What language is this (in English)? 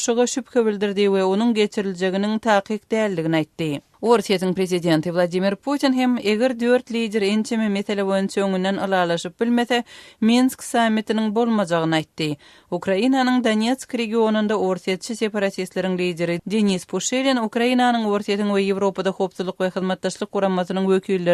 Turkmen